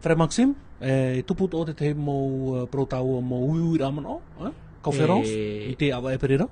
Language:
Tahitian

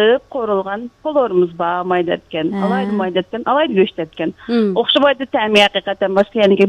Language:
Uyghur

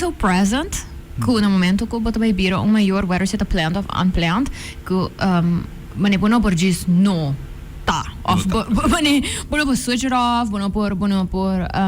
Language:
Papiamento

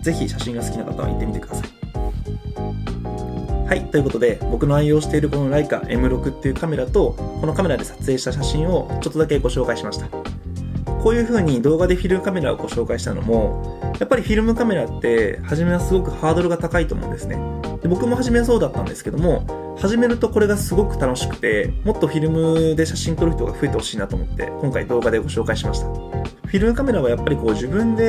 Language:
Japanese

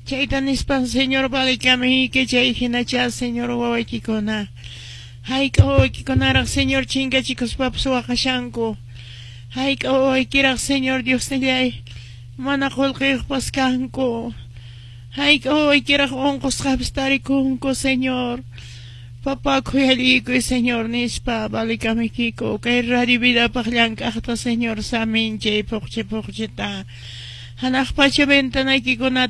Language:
Quechua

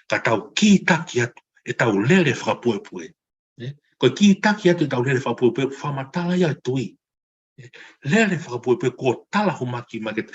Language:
Tongan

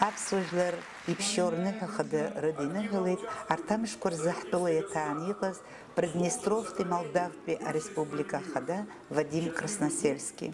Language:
Abkhazian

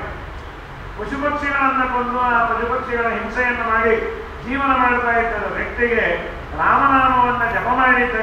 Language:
Kannada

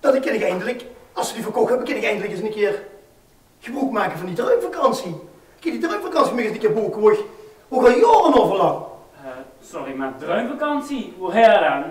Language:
Limburgish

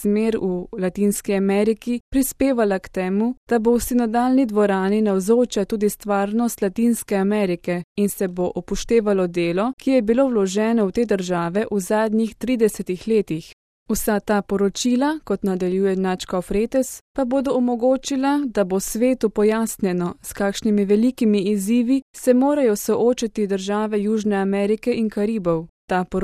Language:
Slovenian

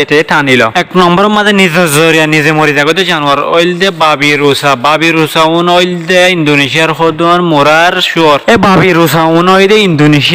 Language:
Rohingya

